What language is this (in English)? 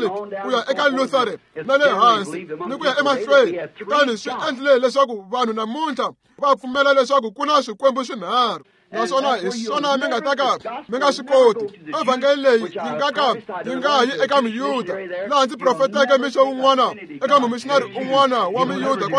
Tsonga